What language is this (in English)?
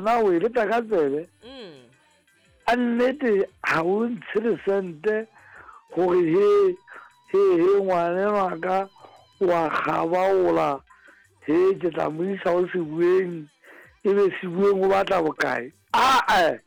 Southern Sotho